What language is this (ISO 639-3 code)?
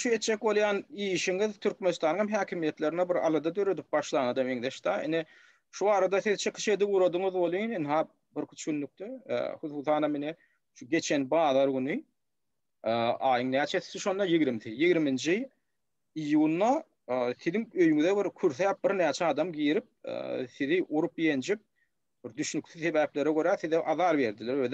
tuk